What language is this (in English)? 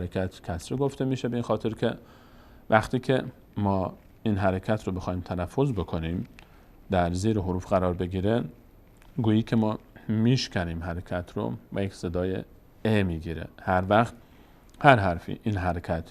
Persian